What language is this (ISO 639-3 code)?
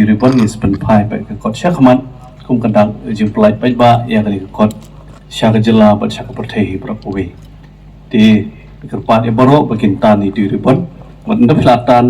kha